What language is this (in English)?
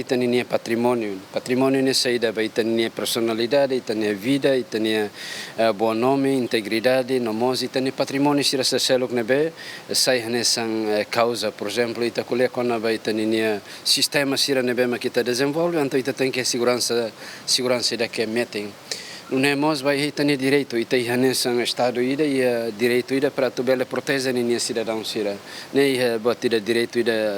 Tetum